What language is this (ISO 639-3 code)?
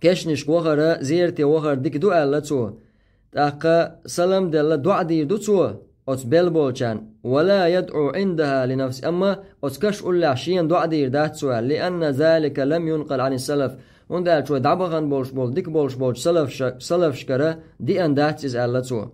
che